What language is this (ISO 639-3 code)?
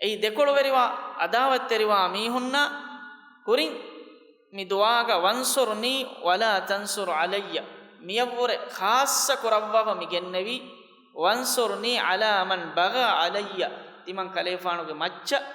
div